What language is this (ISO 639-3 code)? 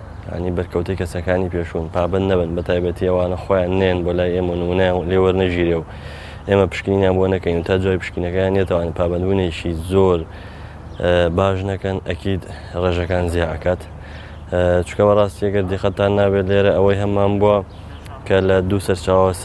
ckb